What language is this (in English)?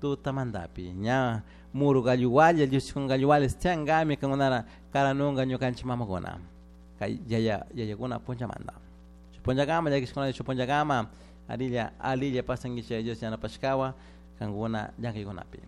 Chimborazo Highland Quichua